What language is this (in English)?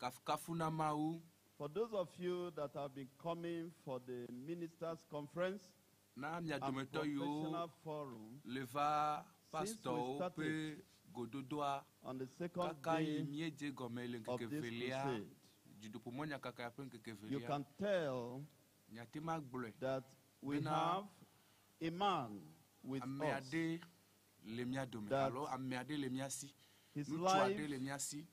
Ewe